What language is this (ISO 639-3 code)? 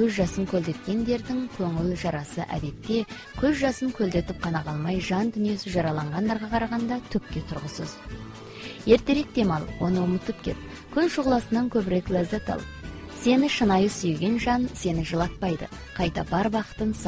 kaz